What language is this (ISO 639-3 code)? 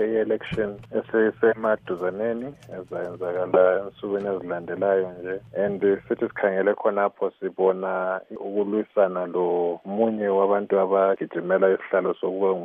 nde